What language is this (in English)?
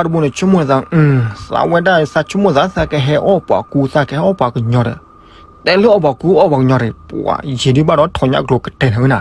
S'gaw Karen